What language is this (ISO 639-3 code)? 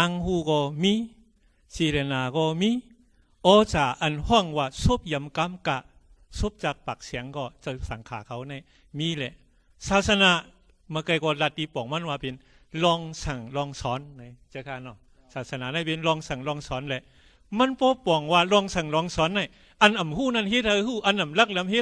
shn